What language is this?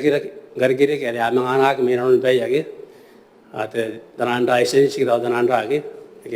Gilbertese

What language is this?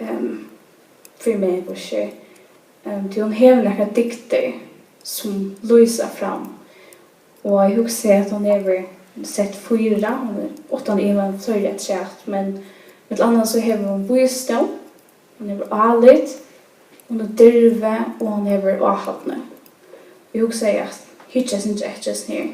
Faroese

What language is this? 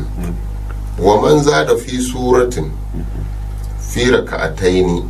Gourmanchéma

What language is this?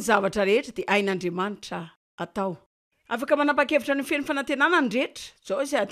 Malagasy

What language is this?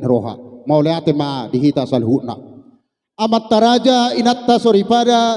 Batak Toba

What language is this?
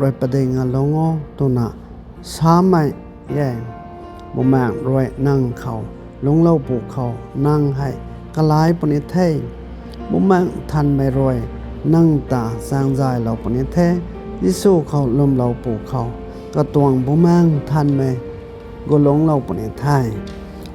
Rongmei Naga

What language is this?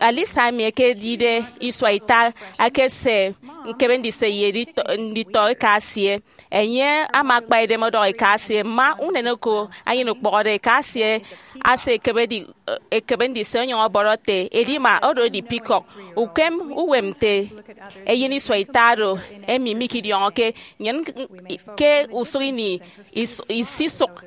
Efik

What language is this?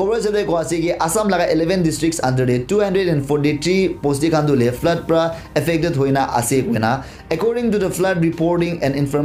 Naga Pidgin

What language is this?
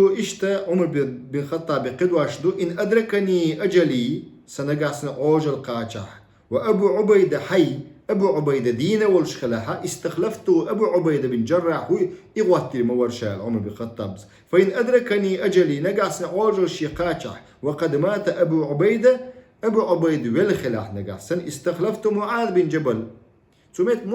Chechen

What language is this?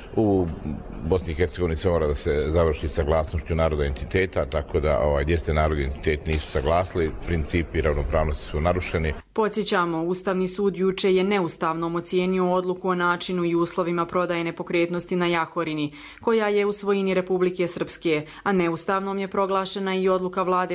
Croatian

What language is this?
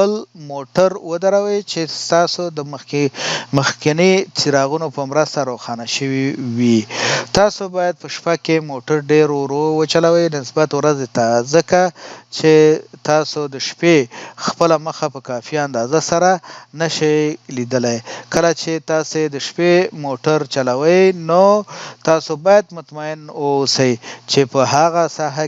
Pashto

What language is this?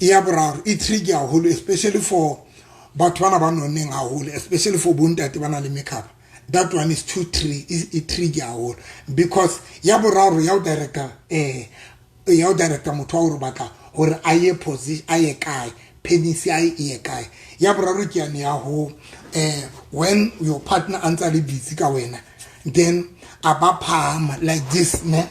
Southern Sotho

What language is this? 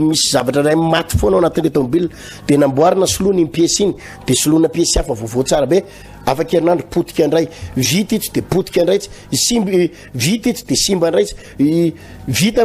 Malagasy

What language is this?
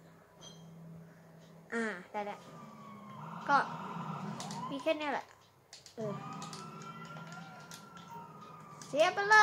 Thai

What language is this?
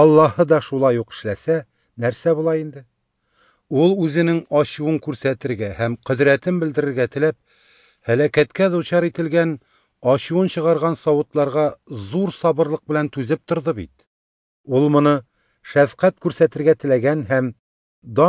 Tatar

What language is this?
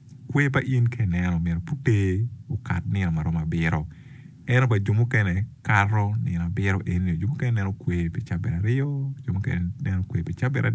Acoli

